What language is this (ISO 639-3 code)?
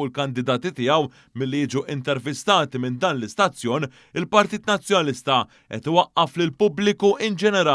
mlt